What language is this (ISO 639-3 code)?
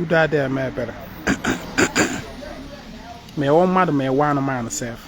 ibo